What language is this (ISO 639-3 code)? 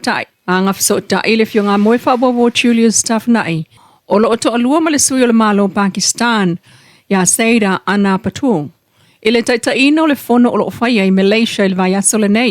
smo